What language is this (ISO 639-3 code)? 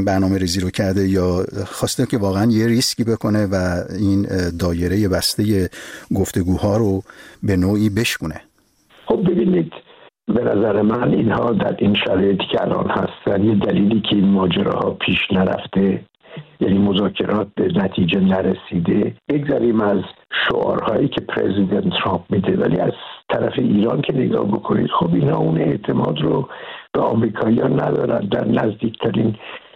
fas